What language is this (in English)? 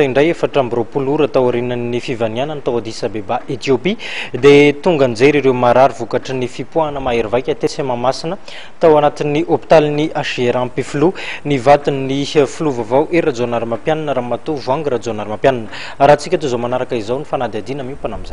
Malagasy